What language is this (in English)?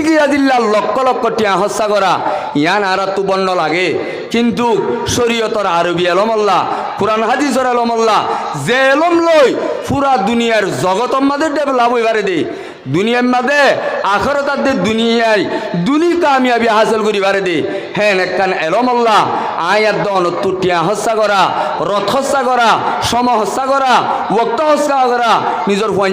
Rohingya